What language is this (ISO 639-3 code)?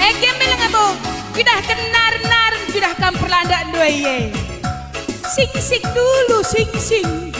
btx